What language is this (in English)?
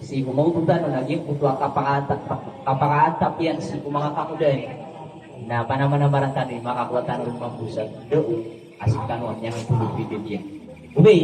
Maranao